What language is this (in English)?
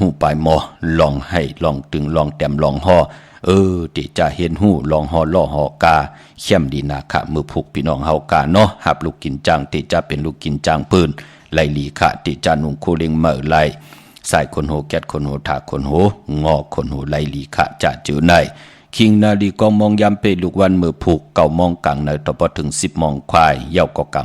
Shan